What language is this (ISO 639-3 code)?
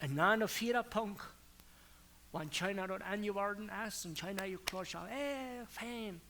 pdt